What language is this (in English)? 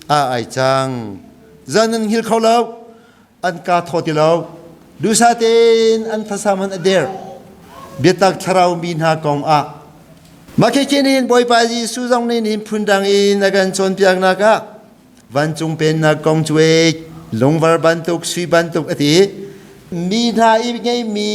Hakha Chin